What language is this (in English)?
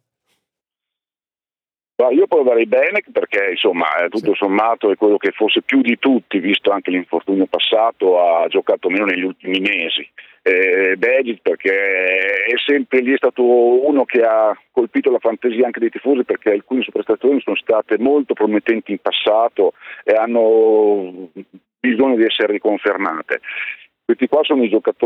Italian